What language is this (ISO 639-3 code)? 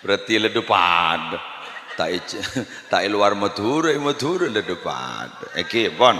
mad